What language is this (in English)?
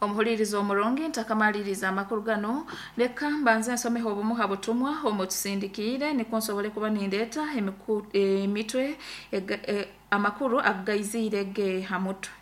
Nyoro